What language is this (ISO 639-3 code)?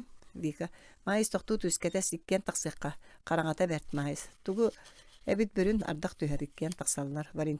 sah